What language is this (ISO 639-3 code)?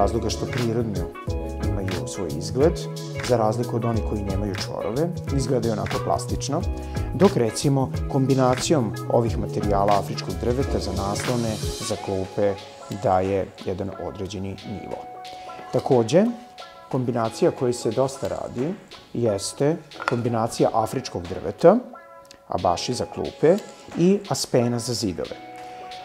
srp